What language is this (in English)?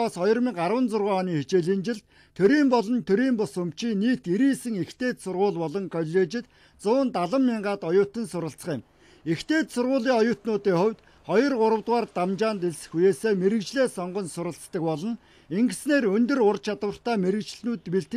Mongolian